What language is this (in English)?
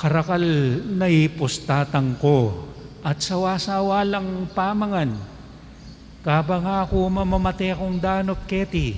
Pampanga